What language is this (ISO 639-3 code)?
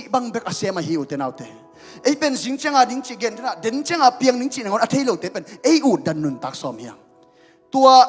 ctd